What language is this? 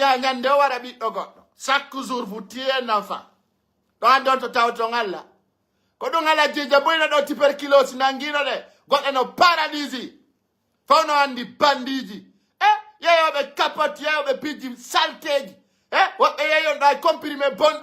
Pular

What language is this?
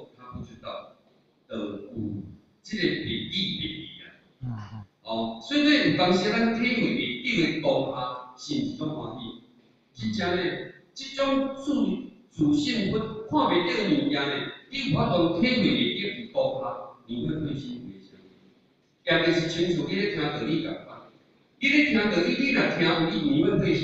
Min Nan Chinese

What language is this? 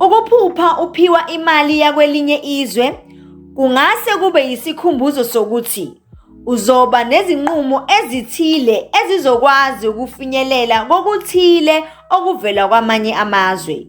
Zulu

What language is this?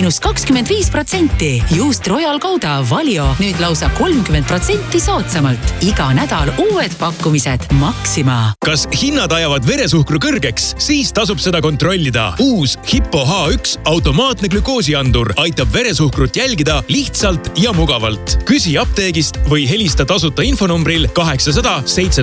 Estonian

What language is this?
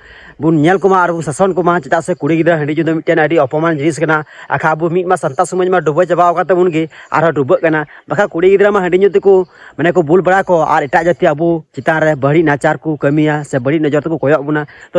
Santali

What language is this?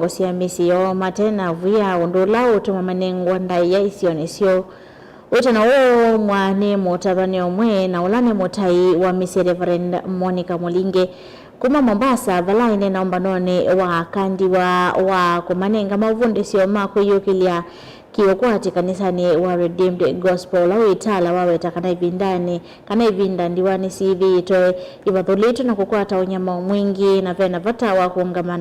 Kamba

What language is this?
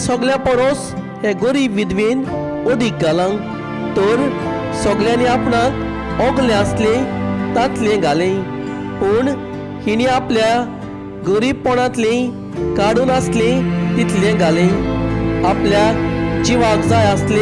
Konkani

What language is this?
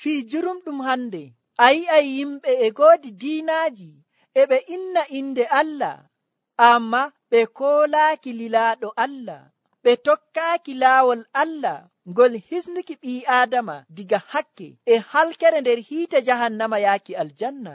Nigerian Fulfulde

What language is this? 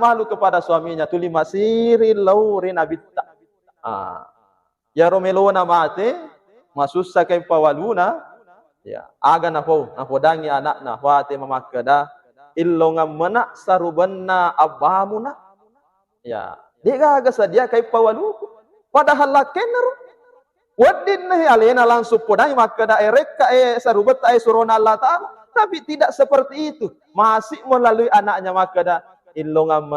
Buginese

